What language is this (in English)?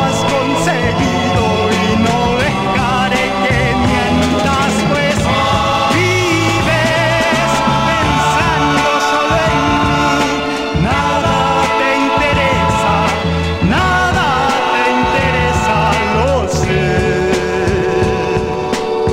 Spanish